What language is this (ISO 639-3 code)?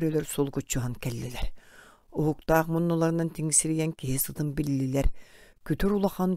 sah